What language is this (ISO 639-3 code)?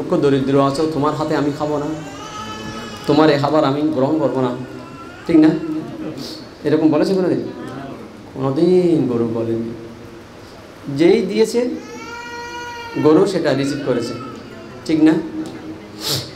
ben